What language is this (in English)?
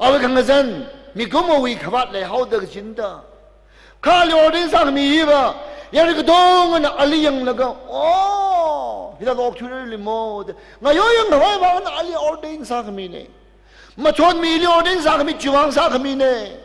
Tangkhul Naga (India)